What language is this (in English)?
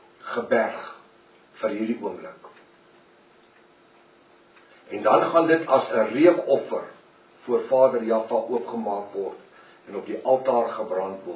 Afrikaans